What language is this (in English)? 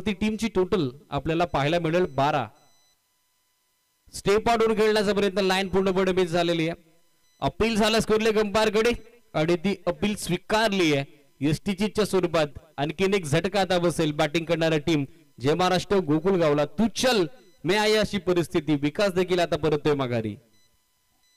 Marathi